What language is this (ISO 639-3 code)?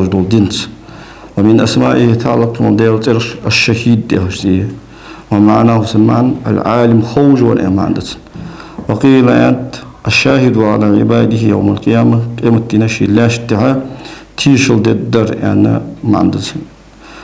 inh